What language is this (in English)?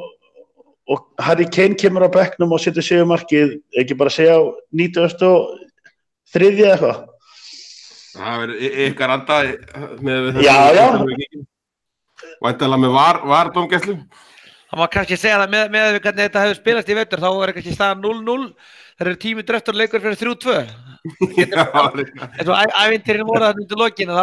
Icelandic